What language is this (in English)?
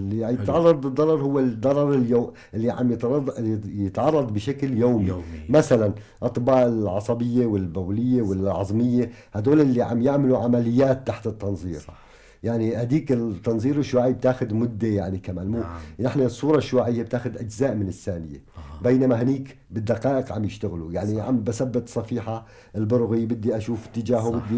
North Levantine Arabic